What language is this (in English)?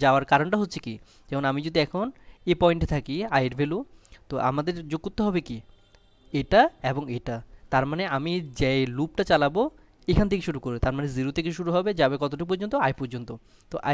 Bangla